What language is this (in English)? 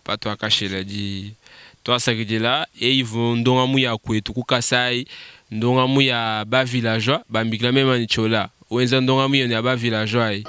Luba-Lulua